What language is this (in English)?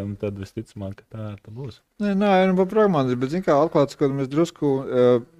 Latvian